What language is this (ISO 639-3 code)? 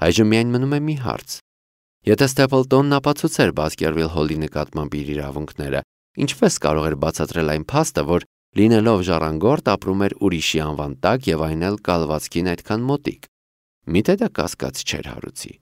hye